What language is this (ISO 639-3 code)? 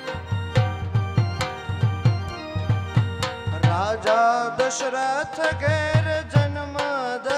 guj